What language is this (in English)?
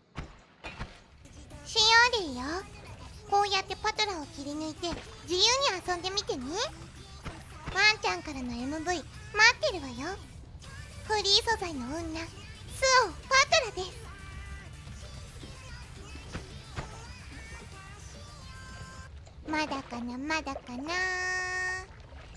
Japanese